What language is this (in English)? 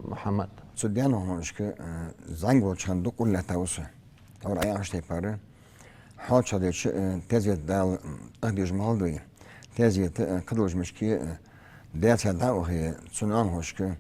Ingush